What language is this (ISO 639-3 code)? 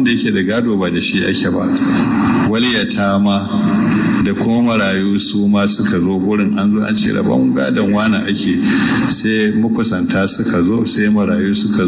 hau